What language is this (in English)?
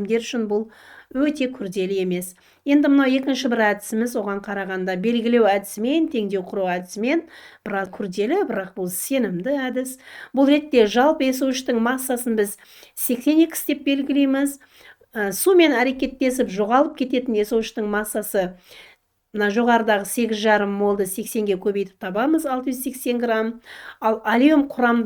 Kazakh